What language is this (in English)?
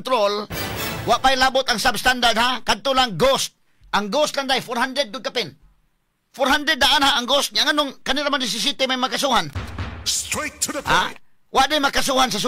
Cebuano